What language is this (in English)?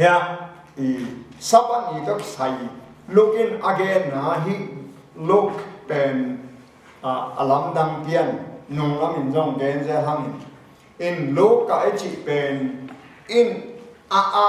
Tedim Chin